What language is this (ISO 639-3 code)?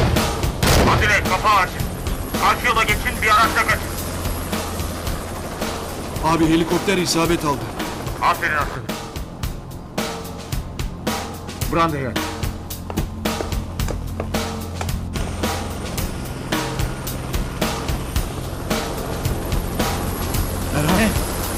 tur